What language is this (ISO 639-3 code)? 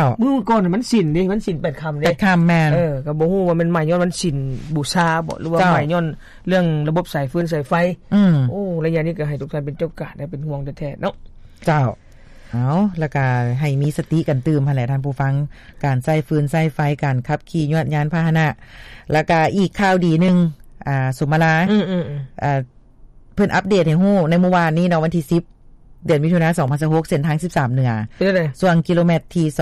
lao